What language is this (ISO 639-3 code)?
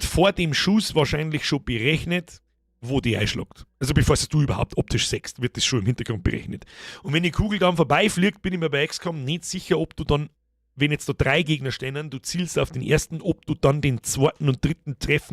bar